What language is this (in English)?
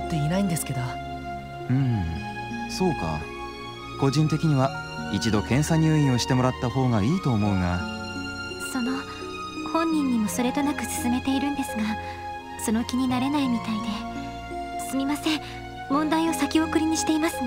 Japanese